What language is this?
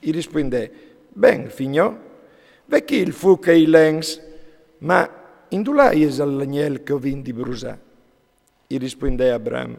Friulian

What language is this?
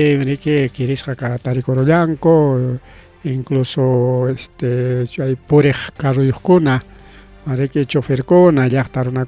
Ayacucho Quechua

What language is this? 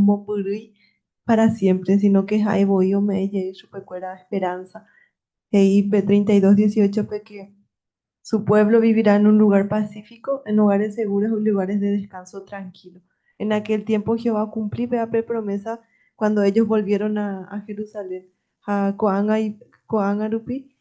Guarani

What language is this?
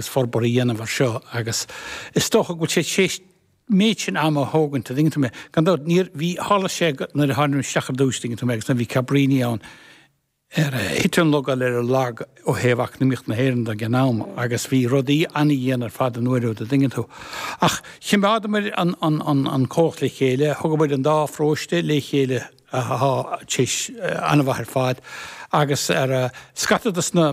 Irish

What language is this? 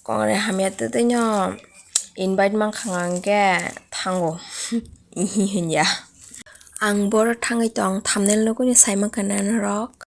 Kok Borok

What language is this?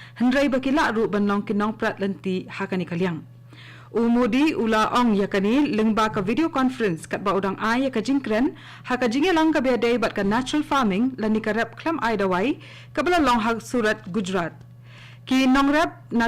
Khasi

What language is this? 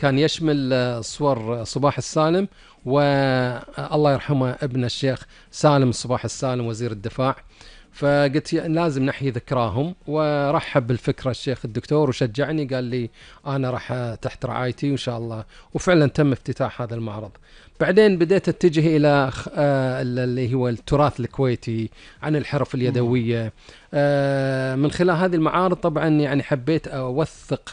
Gulf Arabic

